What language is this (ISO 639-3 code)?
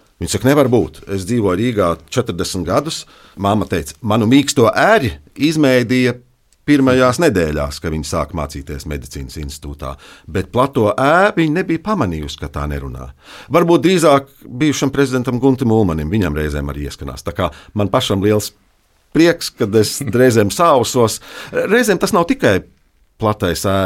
lav